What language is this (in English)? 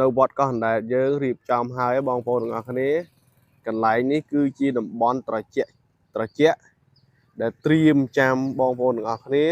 Khmer